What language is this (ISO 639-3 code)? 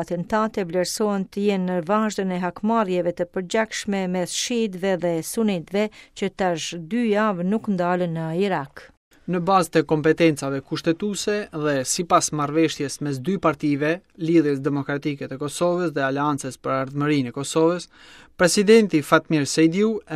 sqi